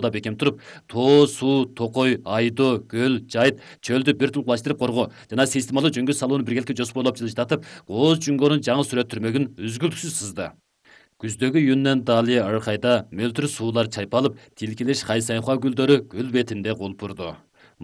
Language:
Kyrgyz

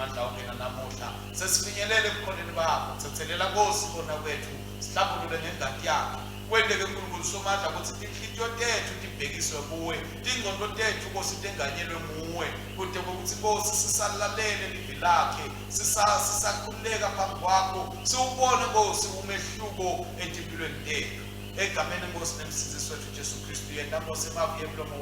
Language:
Swati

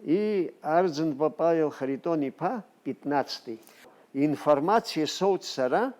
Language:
Abkhazian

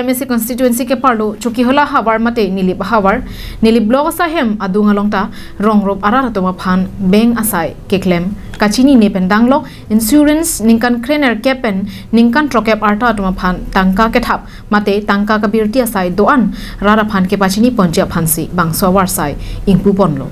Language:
Karbi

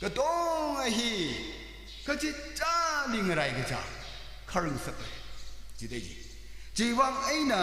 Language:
Tangkhul Naga (India)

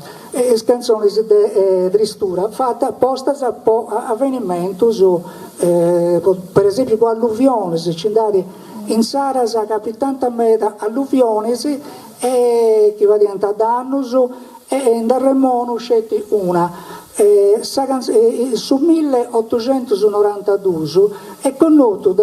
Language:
Sardinian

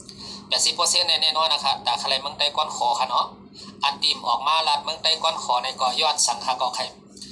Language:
Shan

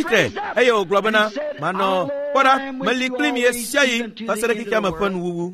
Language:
Ewe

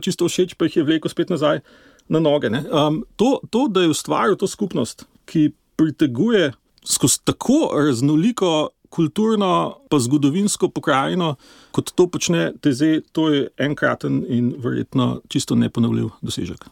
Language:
Slovenian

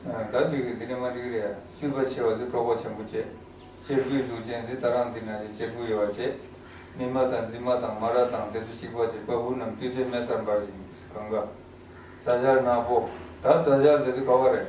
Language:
Tibetan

